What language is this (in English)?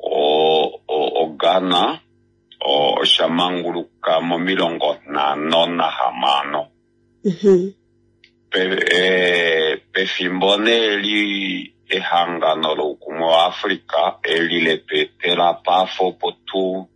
Kuanyama